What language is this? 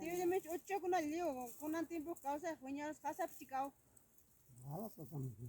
Ayacucho Quechua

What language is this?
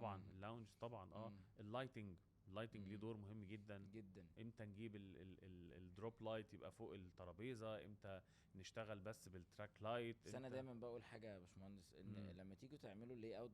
Egyptian Arabic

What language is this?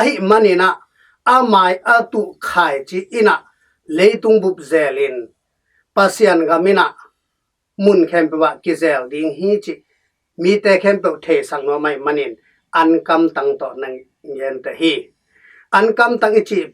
Tedim Chin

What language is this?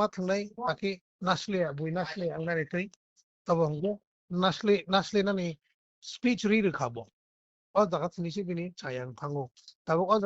Kok Borok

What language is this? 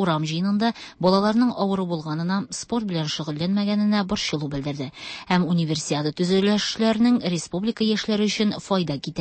Tatar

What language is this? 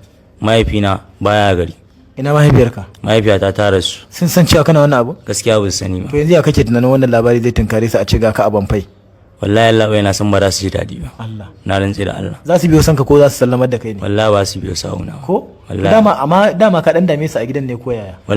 Hausa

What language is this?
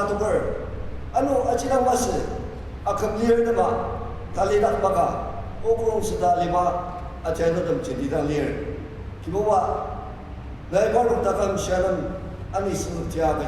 Ao Naga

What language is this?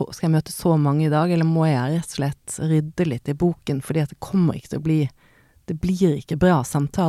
Norwegian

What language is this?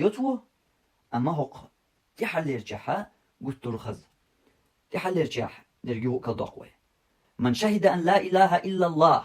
Chechen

